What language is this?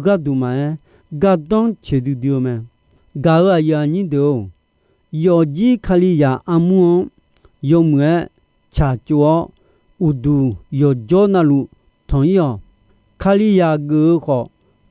Akha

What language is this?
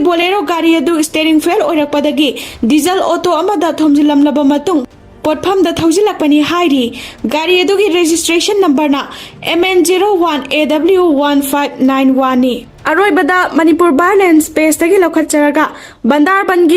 Manipuri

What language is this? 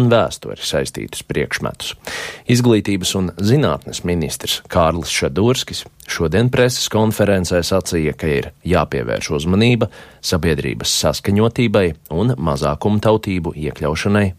Latvian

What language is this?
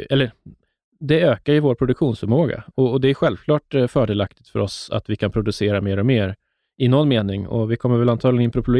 Swedish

